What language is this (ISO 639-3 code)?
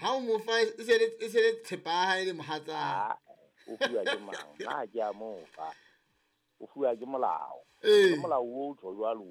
sot